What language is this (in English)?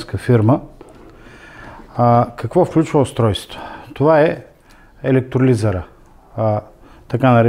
Bulgarian